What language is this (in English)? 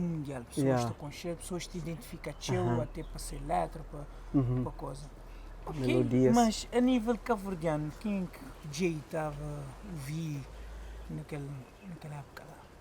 Kabuverdianu